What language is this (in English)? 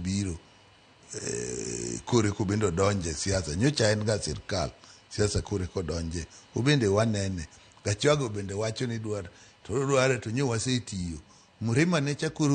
Luo (Kenya and Tanzania)